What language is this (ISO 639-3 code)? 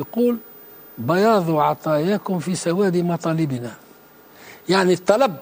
aeb